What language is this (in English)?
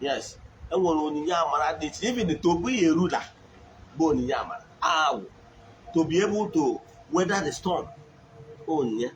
Igbo